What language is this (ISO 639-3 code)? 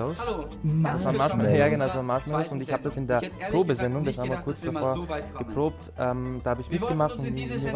deu